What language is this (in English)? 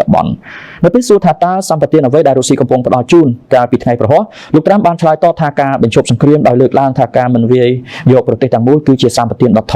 Khmer